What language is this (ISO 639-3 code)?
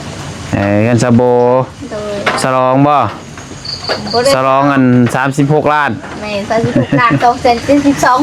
tts